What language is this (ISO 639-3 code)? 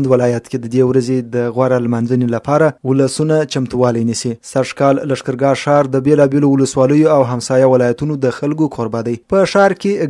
pus